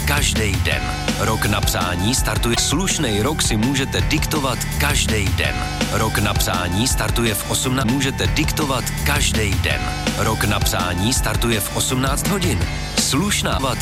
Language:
Czech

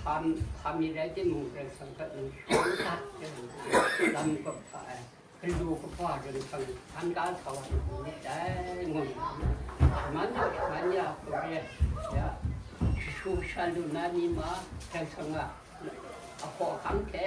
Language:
Kachin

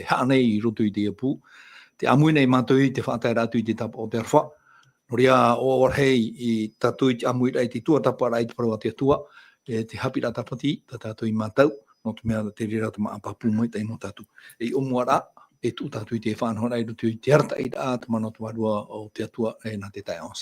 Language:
Tahitian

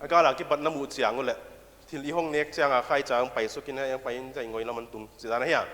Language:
Paite Chin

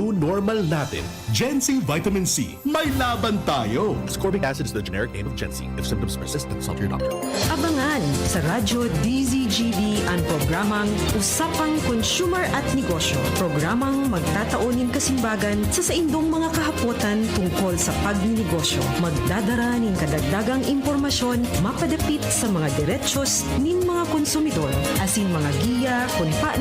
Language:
Bikol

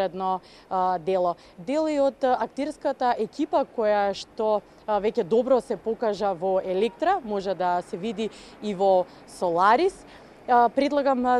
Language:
Macedonian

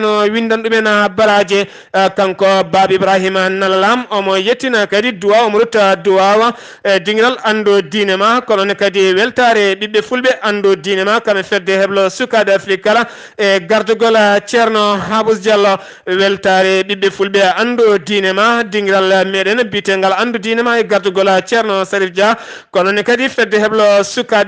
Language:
Fula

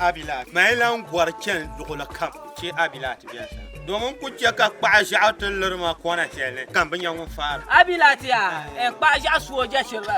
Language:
Dagbani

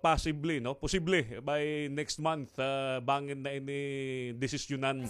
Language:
Waray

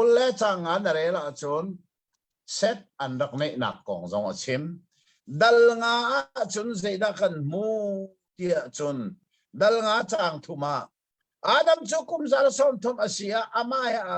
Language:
Hakha Chin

